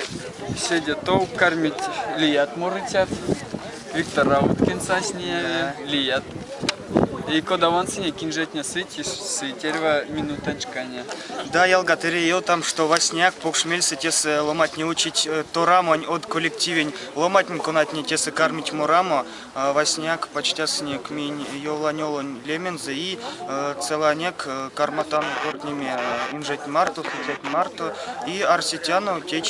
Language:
Erzya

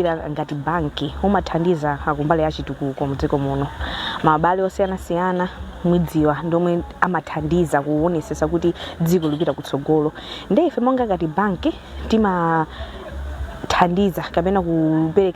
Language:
Nyanja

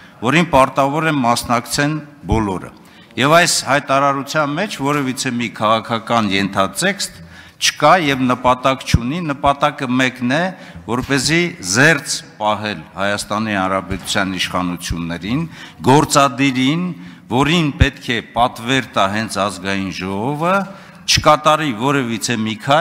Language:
Armenian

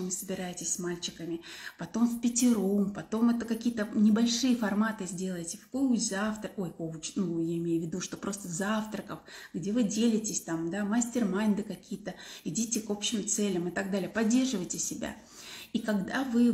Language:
Russian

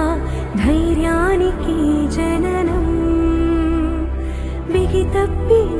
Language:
Telugu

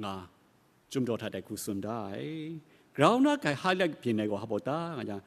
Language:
Kachin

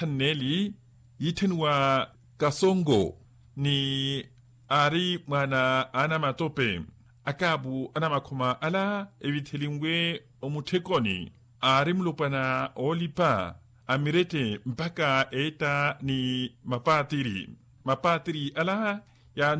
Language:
Makhuwa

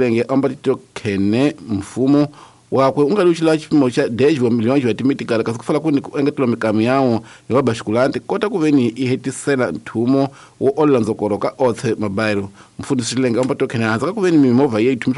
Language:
Tsonga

